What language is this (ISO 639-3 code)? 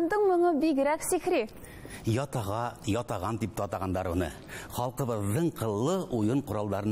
bak